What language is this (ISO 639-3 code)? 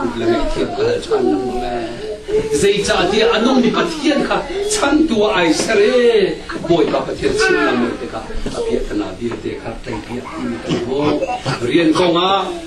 cnh